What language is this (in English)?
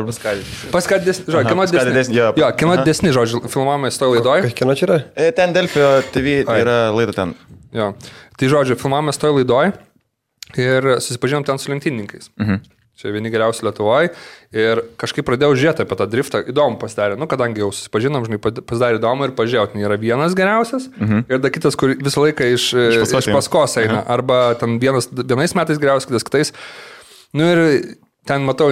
Lithuanian